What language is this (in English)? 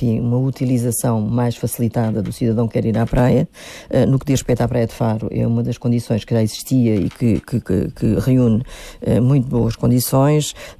Portuguese